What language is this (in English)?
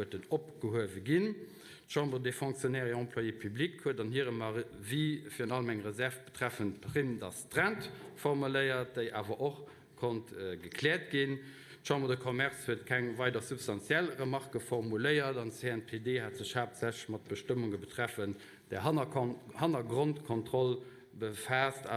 Luxembourgish